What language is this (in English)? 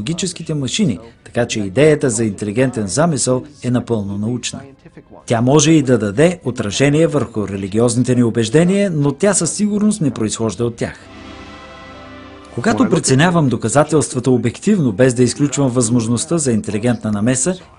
Bulgarian